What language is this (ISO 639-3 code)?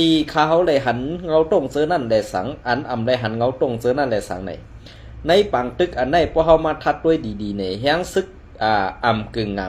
shn